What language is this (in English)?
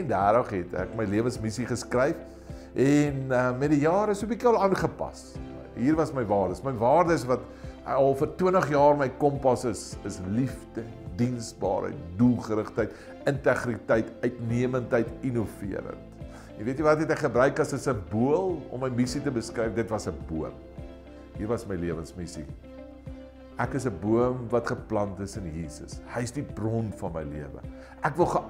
Afrikaans